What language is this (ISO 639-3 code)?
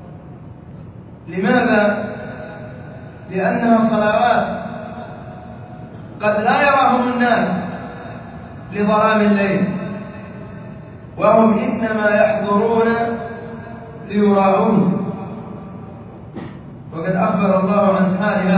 ara